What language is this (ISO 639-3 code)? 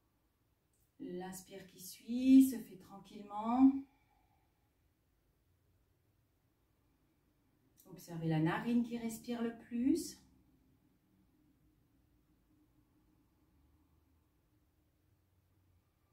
fra